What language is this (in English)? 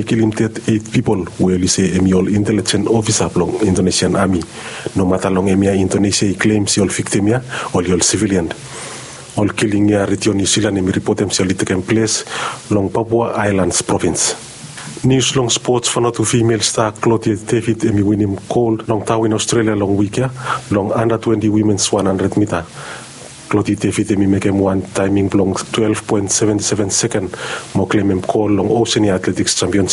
Bislama